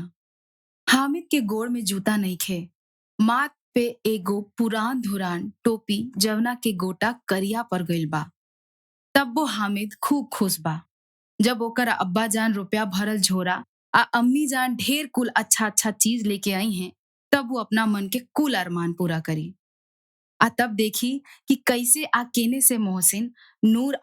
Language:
Bhojpuri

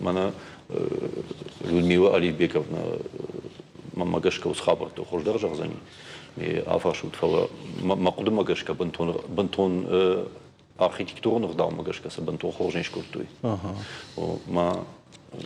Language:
Ossetic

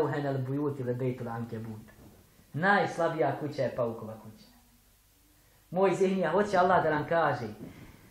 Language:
Bosnian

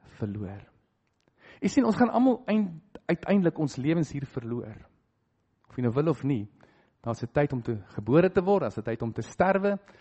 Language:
Afrikaans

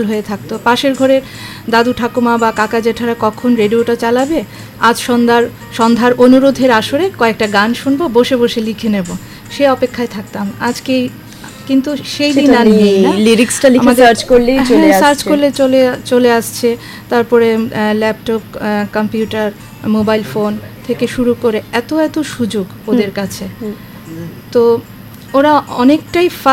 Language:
Bangla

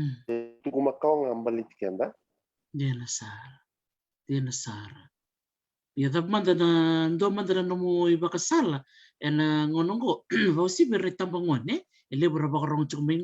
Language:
Fijian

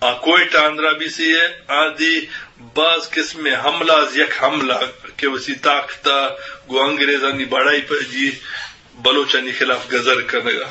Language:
Eastern Balochi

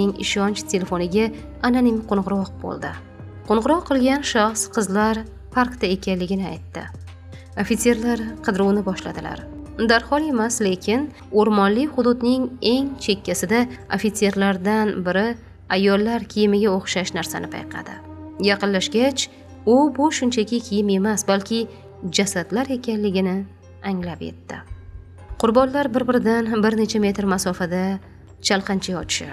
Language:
Uzbek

